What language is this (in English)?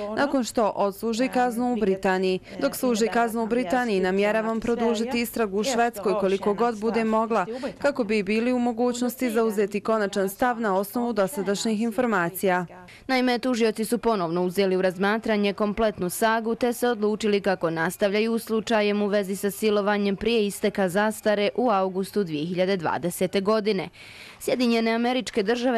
Bosnian